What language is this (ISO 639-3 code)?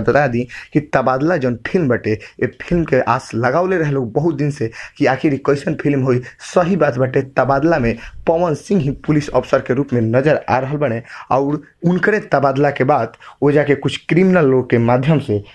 bho